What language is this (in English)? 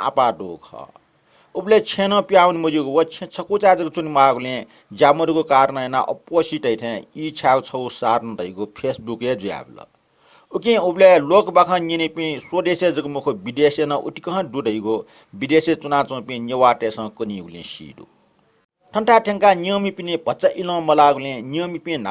Newari